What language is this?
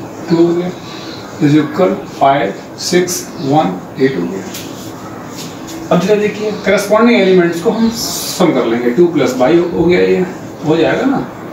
Hindi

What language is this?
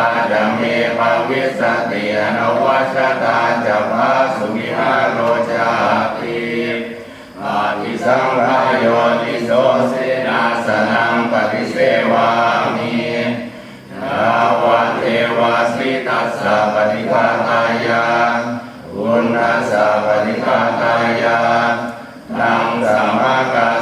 Pali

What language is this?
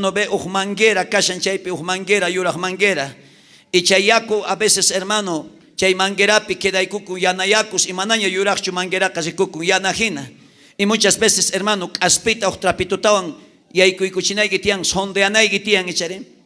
South Bolivian Quechua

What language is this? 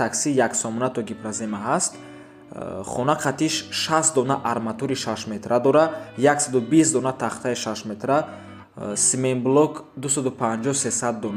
Tajik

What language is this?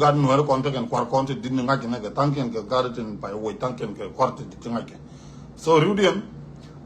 Nuer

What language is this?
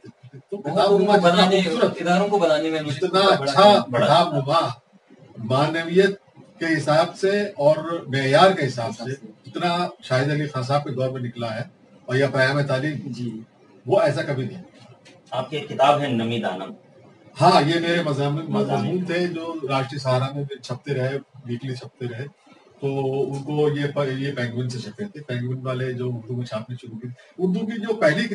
Urdu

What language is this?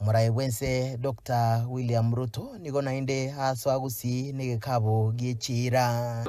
Gusii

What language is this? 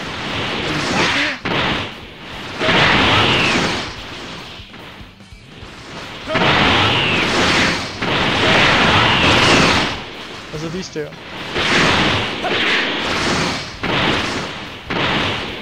English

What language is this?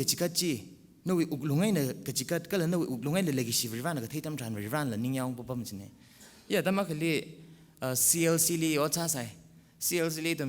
Tangkhul Naga (India)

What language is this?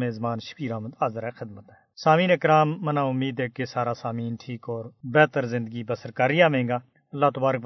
Gujari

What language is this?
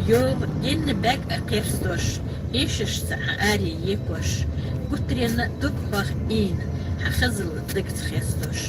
Chechen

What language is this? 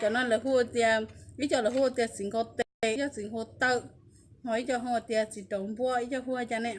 Hmong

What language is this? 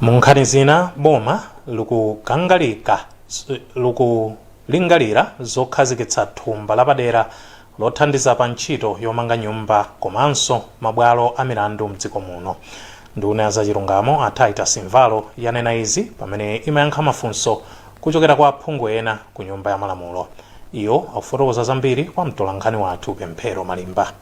Nyanja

